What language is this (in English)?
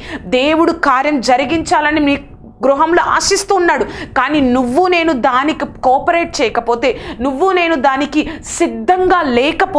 Telugu